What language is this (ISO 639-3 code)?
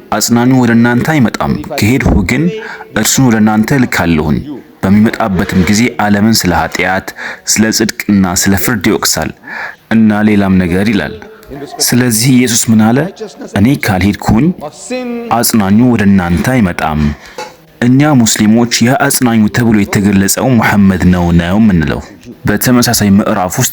amh